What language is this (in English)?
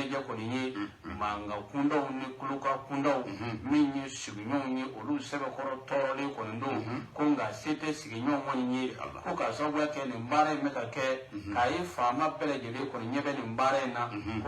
Bambara